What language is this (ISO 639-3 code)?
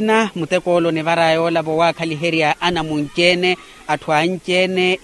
vmw